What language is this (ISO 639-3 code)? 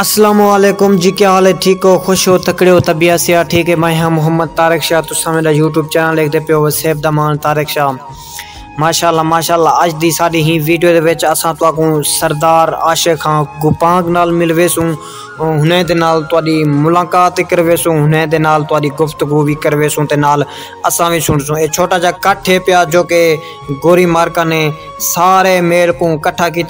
skr